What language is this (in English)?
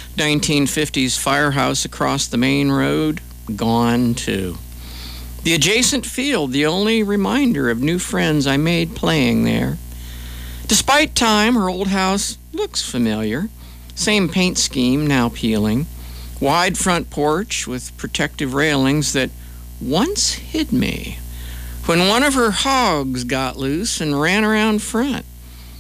English